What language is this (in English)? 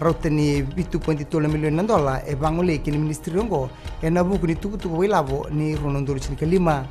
Fijian